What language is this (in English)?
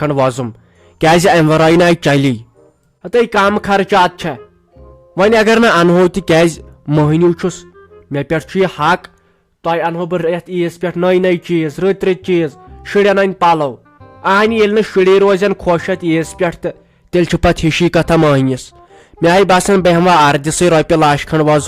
Kashmiri